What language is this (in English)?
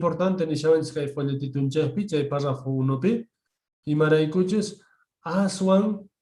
South Bolivian Quechua